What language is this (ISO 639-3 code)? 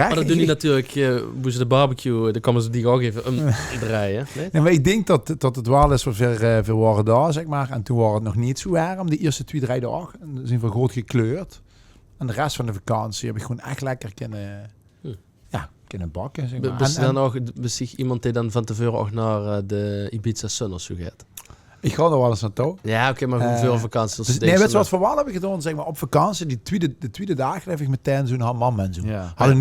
lim